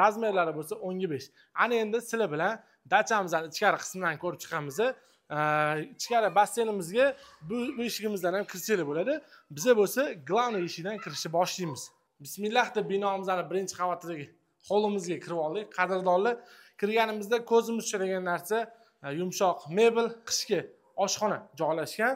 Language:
Uzbek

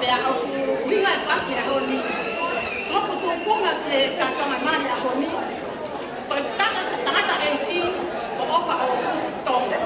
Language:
Tongan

